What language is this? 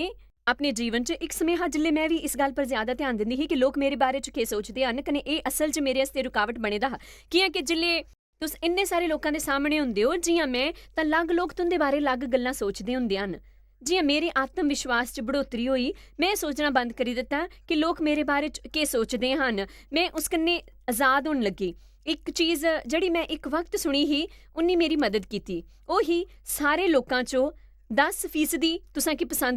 Dogri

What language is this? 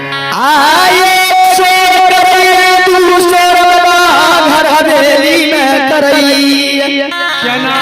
Maithili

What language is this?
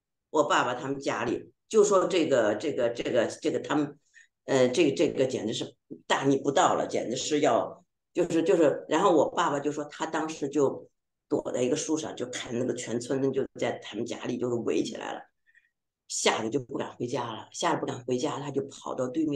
Chinese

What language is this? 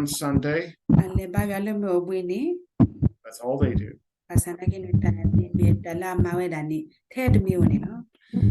S'gaw Karen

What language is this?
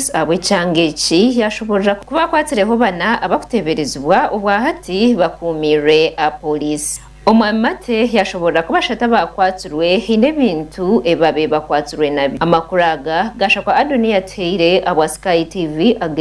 Nyankole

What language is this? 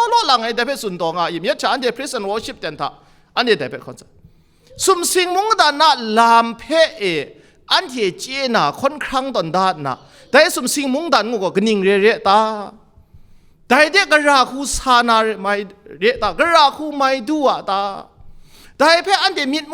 Kachin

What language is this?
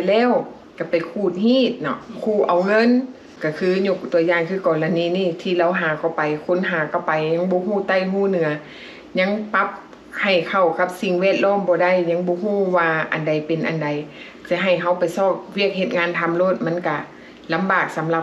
Lao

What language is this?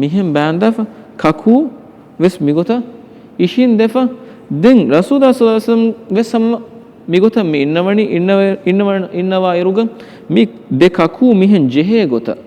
Divehi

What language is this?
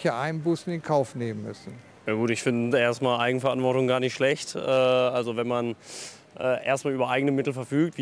German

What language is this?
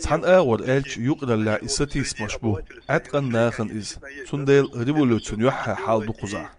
Chechen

